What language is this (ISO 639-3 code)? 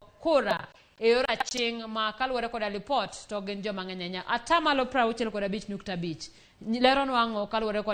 luo